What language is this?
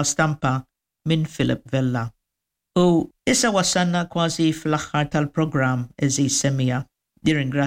Maltese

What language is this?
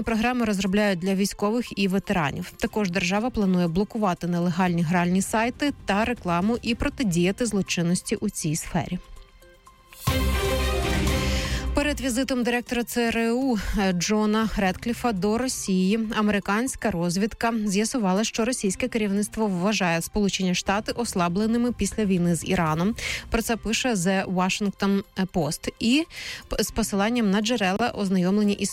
Ukrainian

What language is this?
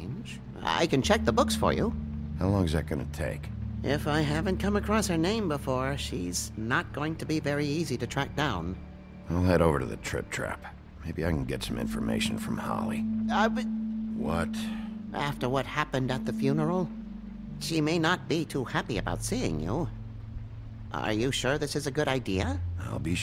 English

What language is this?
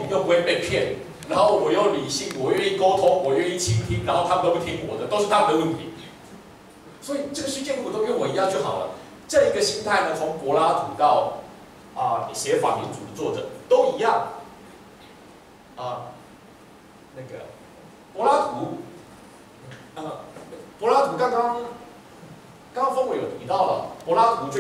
Chinese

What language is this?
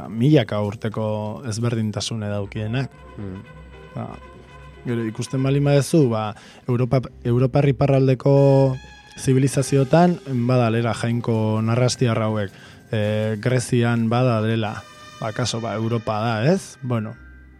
Basque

